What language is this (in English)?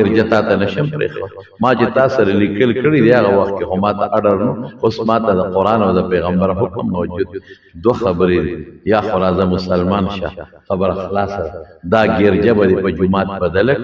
Pashto